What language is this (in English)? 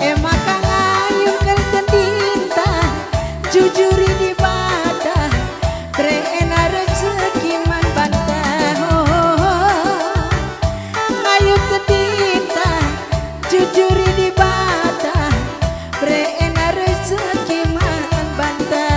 Batak Karo